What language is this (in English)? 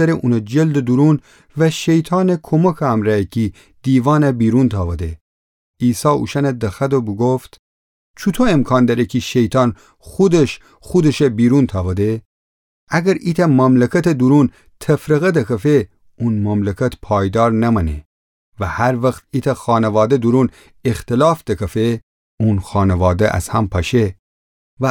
Gilaki